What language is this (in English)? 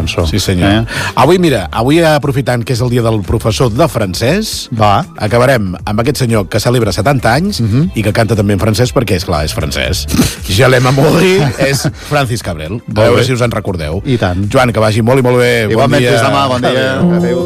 Catalan